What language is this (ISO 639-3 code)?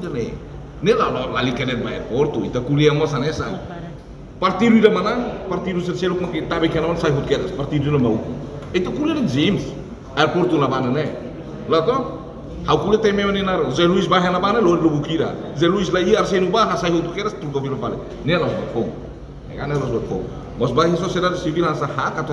tet